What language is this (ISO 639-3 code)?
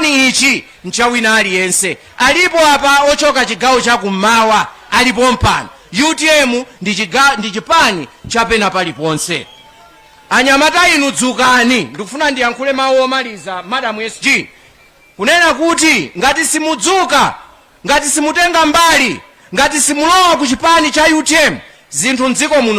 nya